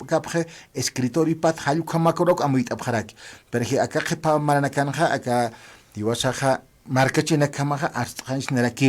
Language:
Aymara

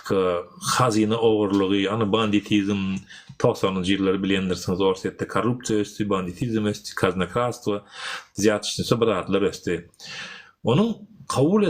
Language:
Turkmen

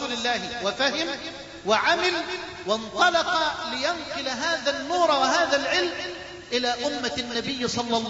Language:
Arabic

